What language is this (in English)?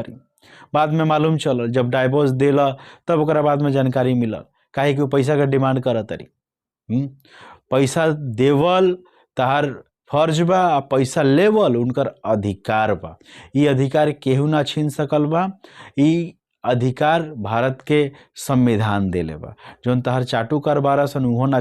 Bhojpuri